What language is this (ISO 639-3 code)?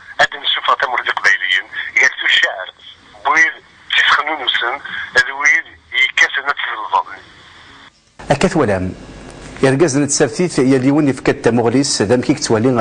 kab